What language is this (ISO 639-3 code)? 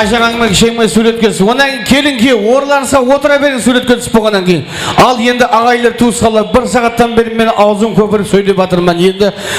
kaa